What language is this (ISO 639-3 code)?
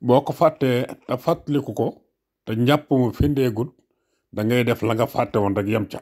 wol